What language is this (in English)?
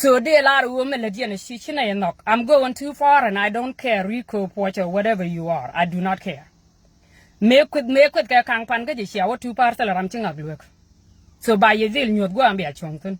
Nuer